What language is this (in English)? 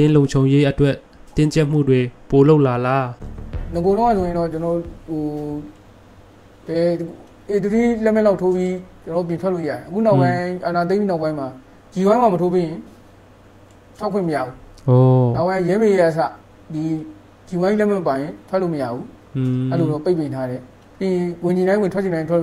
Burmese